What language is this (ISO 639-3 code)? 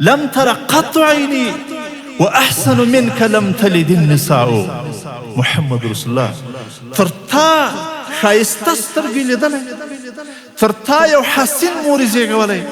pus